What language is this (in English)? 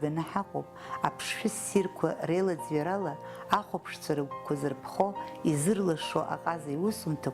Abkhazian